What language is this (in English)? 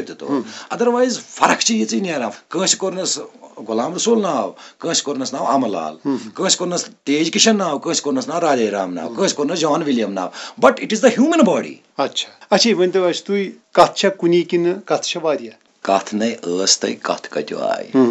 Kashmiri